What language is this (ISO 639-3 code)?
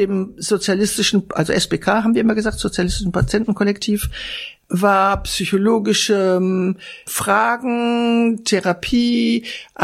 deu